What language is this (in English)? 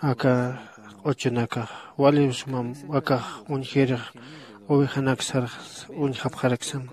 Aymara